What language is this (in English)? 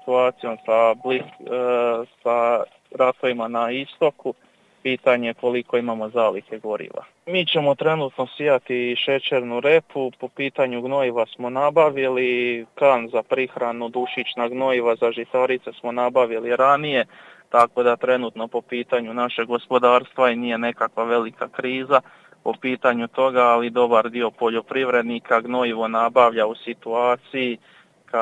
Croatian